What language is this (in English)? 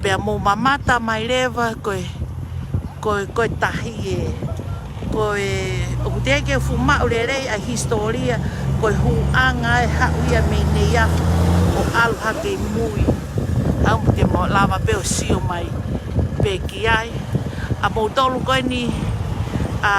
Tongan